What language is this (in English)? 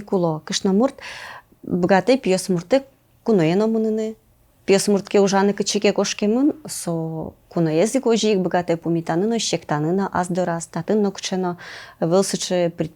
Udmurt